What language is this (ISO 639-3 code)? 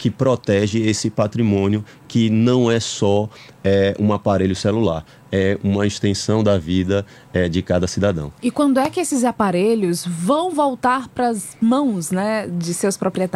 por